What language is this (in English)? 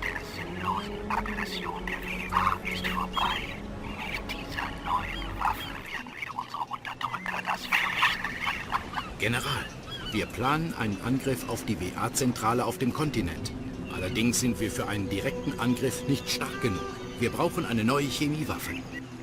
Bavarian